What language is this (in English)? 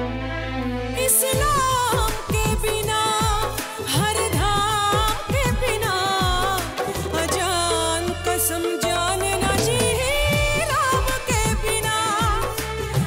Bhojpuri